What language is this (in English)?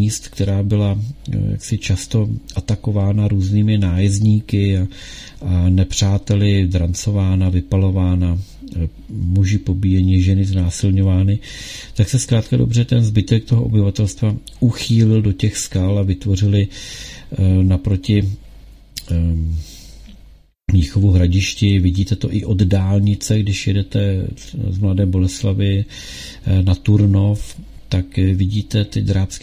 Czech